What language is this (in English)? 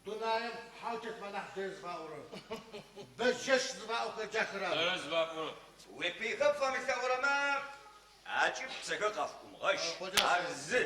Adyghe